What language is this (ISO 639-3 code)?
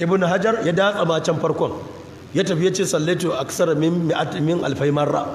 hau